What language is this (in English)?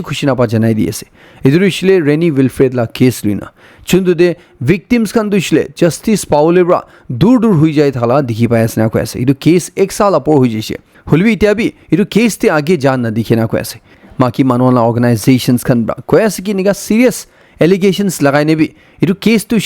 Naga Pidgin